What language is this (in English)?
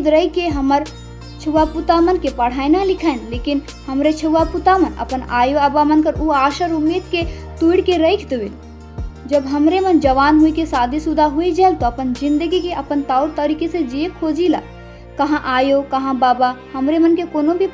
Sadri